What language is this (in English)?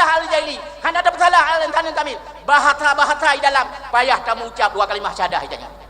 Achinese